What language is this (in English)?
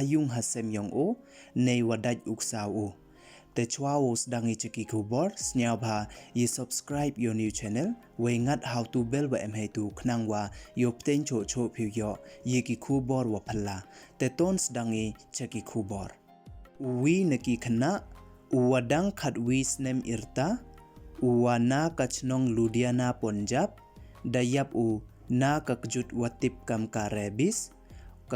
Pnar